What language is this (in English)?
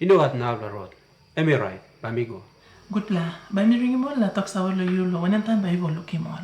Tok Pisin